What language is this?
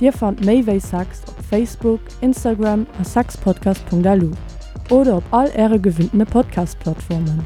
Luxembourgish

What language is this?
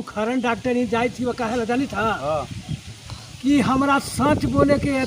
Magahi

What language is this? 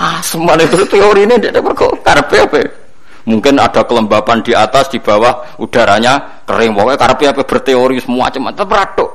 Javanese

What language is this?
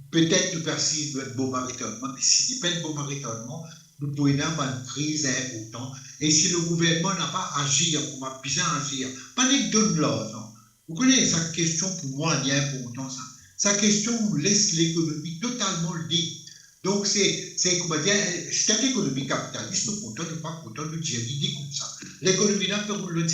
Morisyen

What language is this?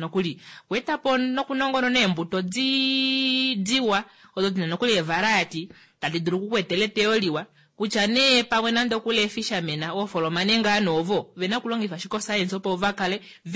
Kuanyama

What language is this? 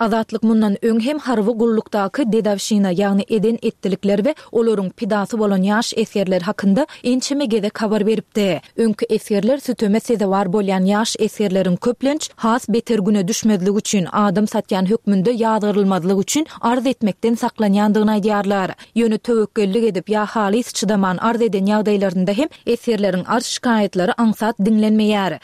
Turkmen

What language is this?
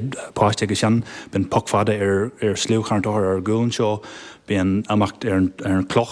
Irish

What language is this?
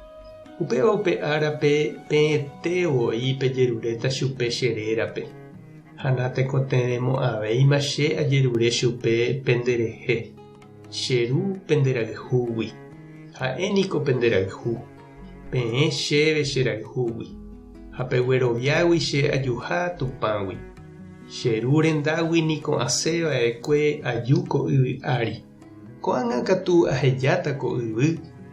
Guarani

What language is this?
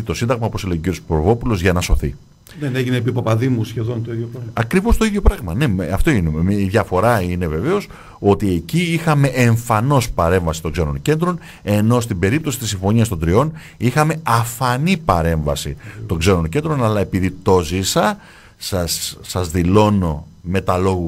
Greek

